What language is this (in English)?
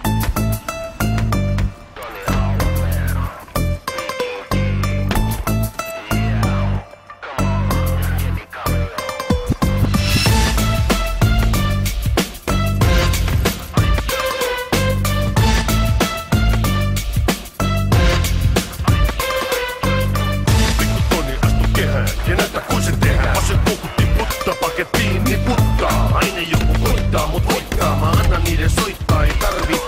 Finnish